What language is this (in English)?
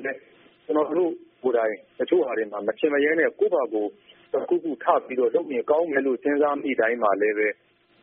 Burmese